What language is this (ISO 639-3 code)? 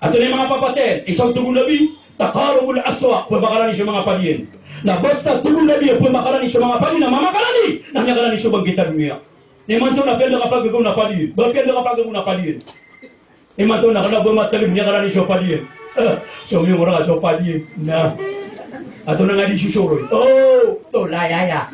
mrw